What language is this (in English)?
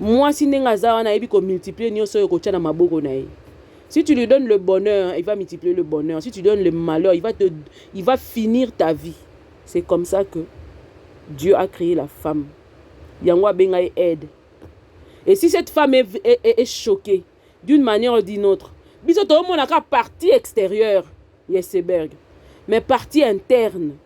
Lingala